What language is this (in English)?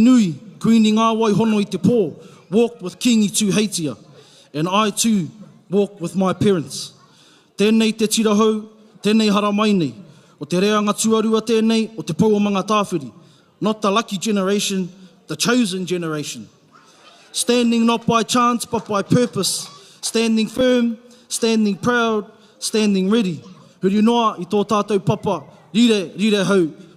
Māori